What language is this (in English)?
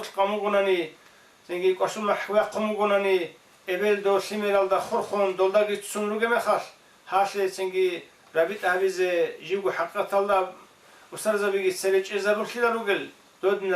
Avaric